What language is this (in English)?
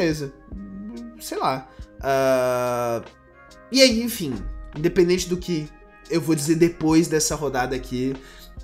Portuguese